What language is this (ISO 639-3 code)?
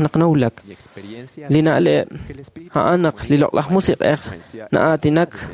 kek